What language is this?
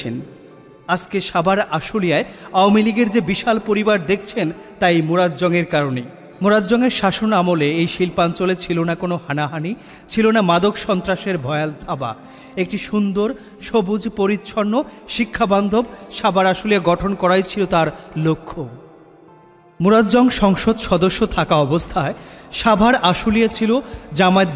Bangla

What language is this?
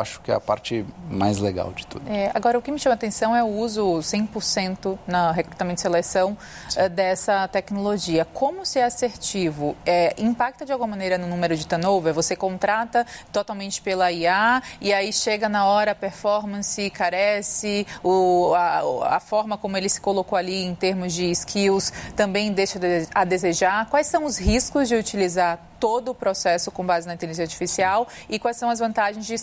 Portuguese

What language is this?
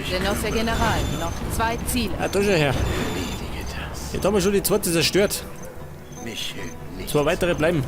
Bavarian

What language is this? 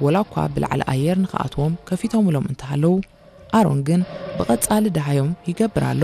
Tigrinya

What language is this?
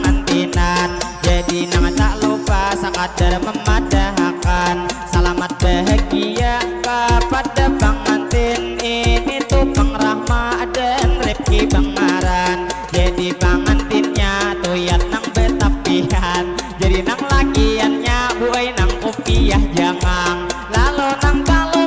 Banjar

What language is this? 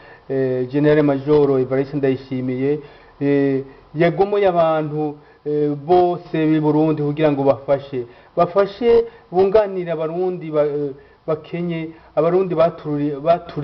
Rundi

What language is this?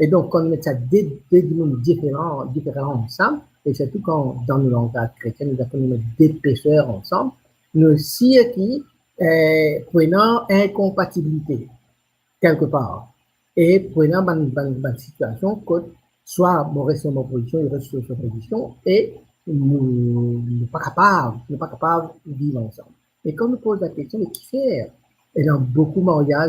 Morisyen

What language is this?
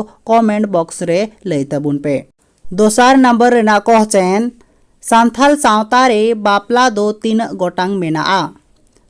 Santali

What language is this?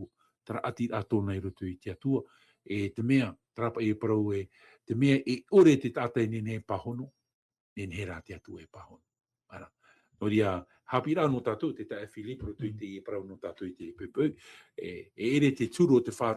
Tahitian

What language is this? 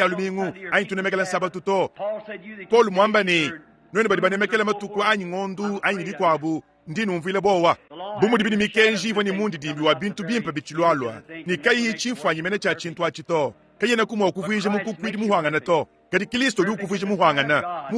Luba-Lulua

